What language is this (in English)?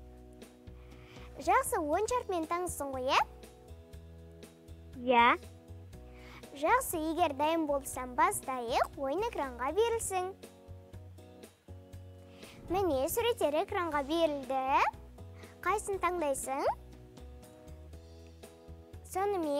Kazakh